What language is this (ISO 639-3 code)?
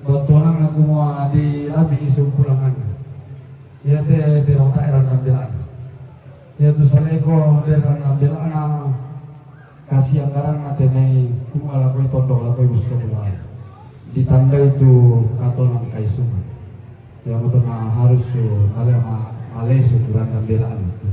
sda